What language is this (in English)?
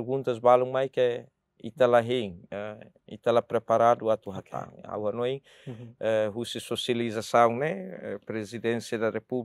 Tetum